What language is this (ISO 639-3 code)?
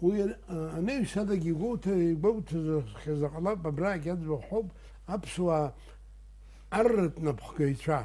abk